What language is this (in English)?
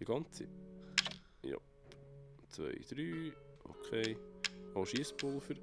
Swiss German